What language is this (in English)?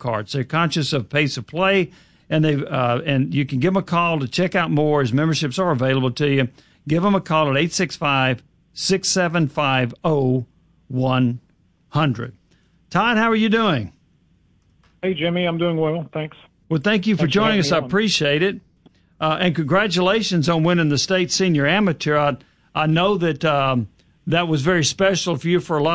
English